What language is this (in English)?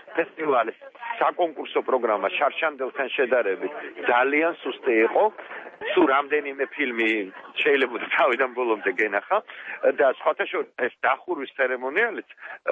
Georgian